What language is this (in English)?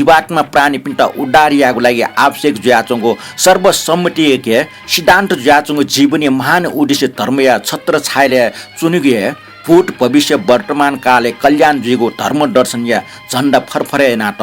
Newari